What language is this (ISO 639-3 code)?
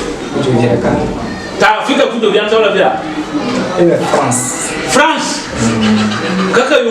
ewe